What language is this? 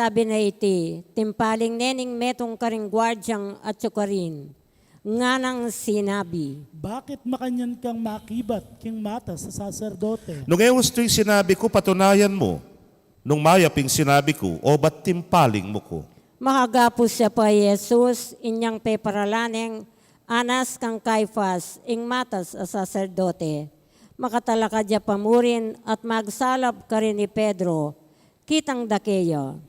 Pampanga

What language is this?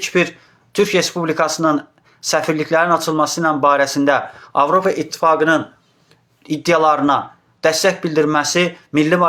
Azerbaijani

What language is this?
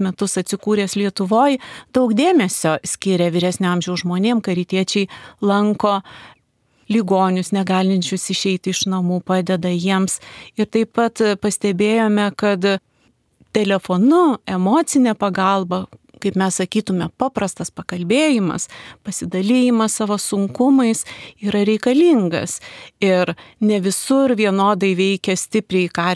Lithuanian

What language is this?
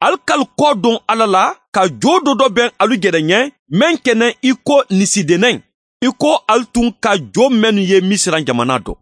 Mandingo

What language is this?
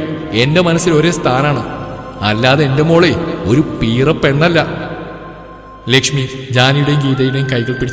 Malayalam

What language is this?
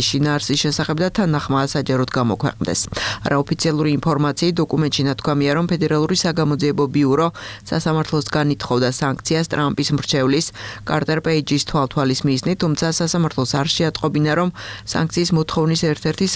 Georgian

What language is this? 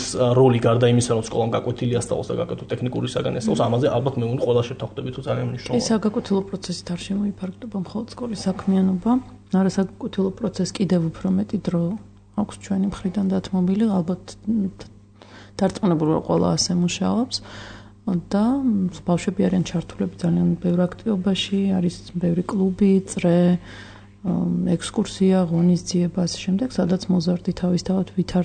Georgian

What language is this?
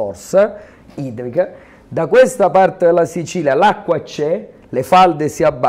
Italian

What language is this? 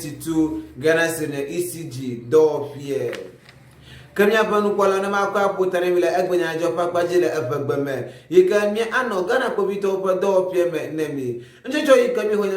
Ewe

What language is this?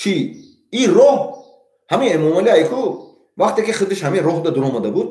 Tajik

